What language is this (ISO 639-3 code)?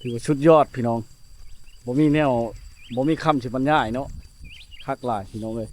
lao